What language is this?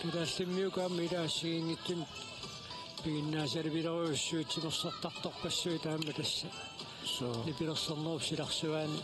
Kalaallisut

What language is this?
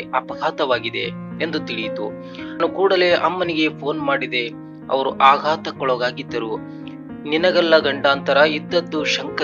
Kannada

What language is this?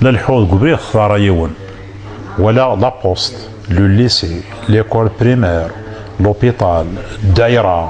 Kabyle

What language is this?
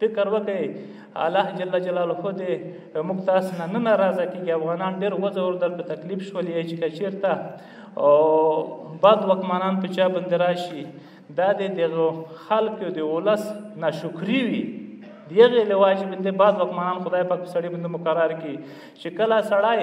Pashto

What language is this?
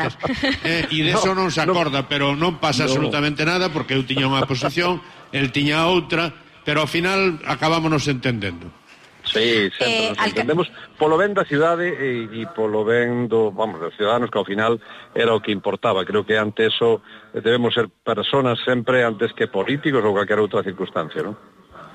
Galician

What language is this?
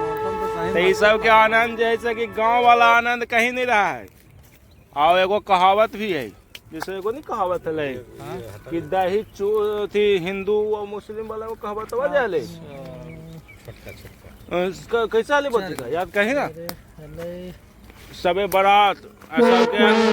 Magahi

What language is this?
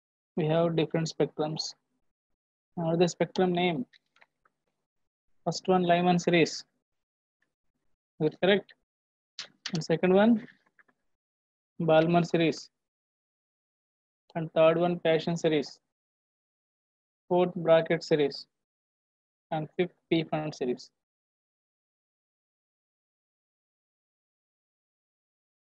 English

